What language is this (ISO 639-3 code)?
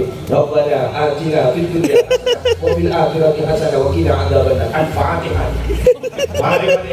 mad